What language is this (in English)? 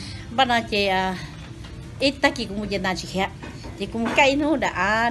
Hmong